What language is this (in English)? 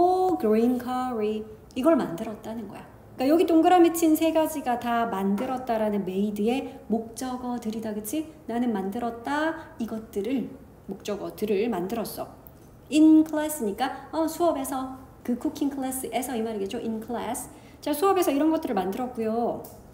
Korean